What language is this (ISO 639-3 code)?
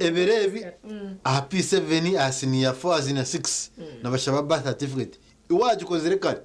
nyn